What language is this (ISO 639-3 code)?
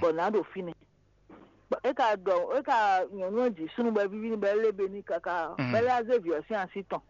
fon